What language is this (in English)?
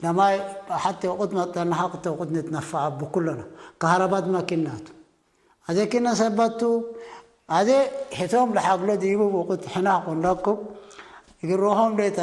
Tigre